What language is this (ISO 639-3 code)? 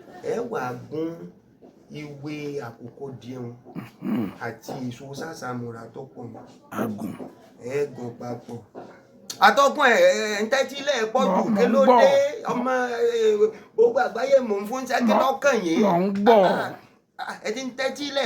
yor